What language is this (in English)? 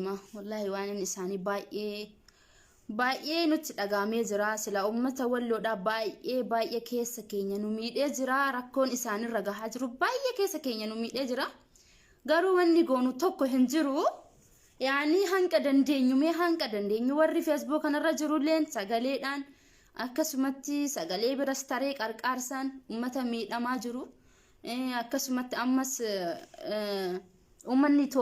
Oromo